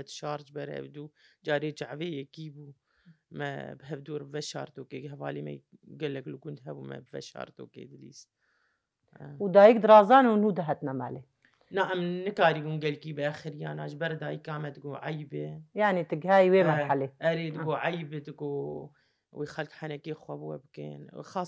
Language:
Kurdish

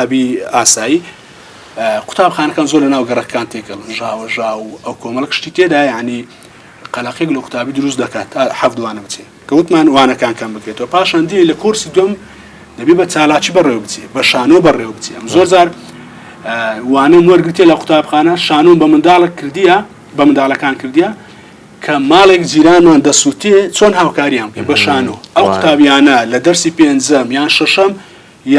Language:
Central Kurdish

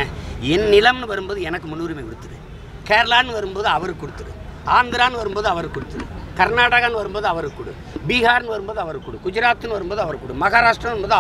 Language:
Tamil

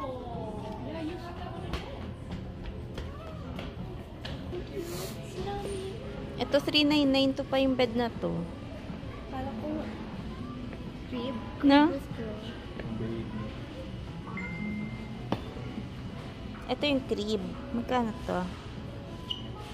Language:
Filipino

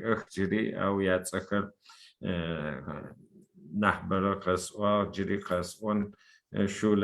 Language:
Adyghe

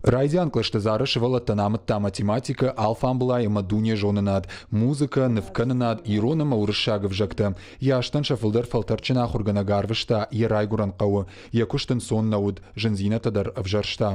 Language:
Ossetic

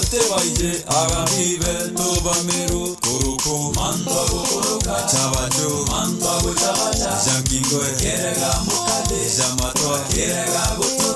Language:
Meru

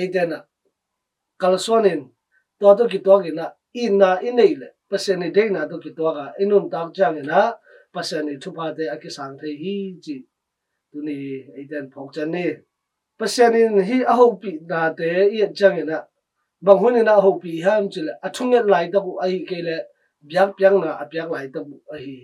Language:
Tedim Chin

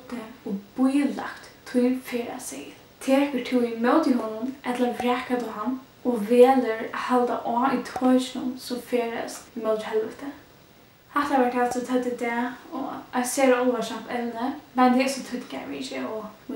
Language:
Faroese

